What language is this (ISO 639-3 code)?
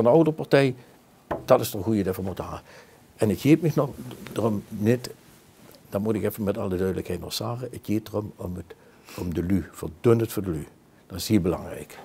lim